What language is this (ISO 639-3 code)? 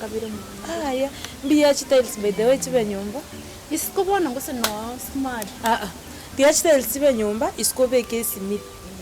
guz